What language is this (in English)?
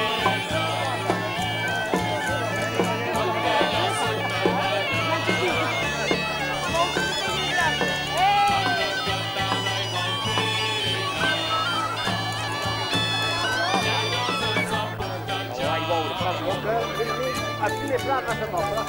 Catalan